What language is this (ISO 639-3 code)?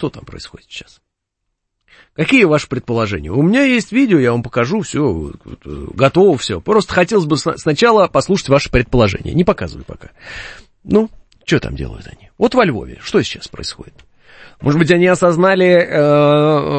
rus